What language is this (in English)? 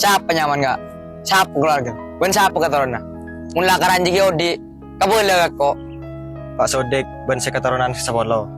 Madurese